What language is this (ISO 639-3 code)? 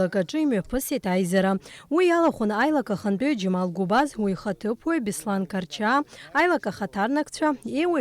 abk